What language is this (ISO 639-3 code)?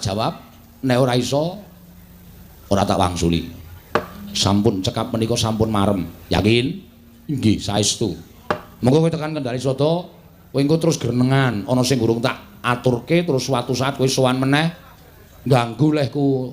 jav